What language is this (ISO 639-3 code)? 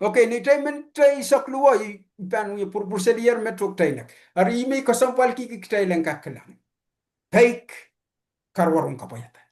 pon